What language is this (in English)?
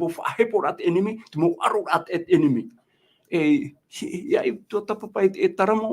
Tahitian